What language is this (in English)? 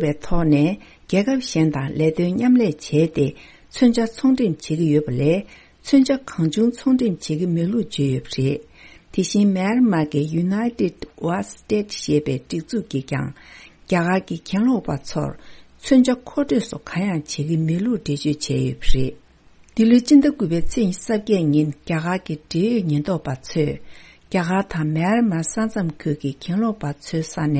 Tibetan